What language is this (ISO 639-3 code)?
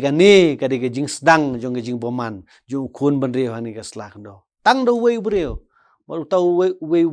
kha